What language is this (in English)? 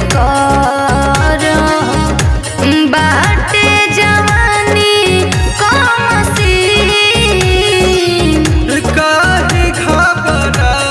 Bhojpuri